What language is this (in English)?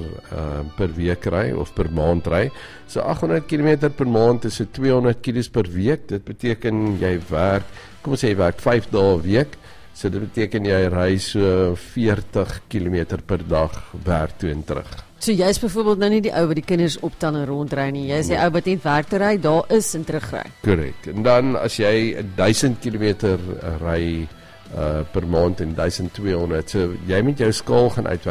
Afrikaans